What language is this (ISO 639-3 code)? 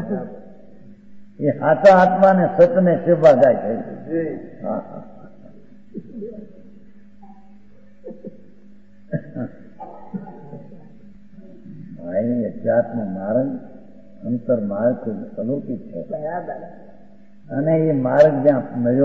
guj